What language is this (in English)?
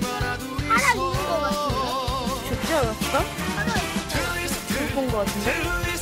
Korean